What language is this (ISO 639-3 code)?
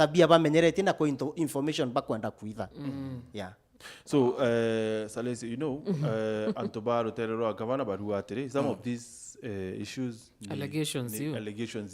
mer